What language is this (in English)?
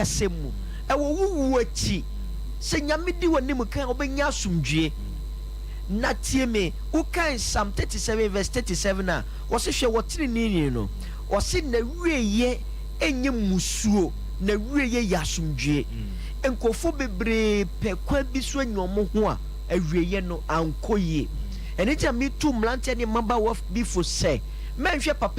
Akan